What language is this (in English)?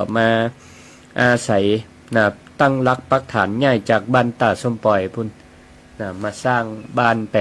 Northern Thai